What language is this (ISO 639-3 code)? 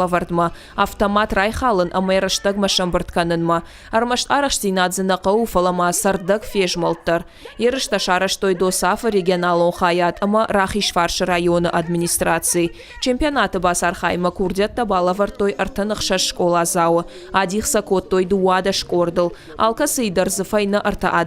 oss